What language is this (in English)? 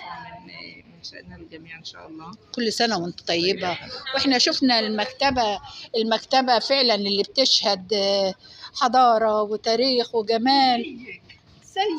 Egyptian Arabic